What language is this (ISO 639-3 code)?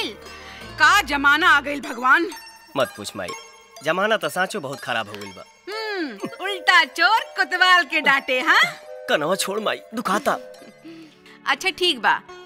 bho